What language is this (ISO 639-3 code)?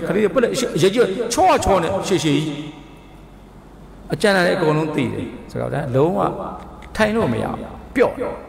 mya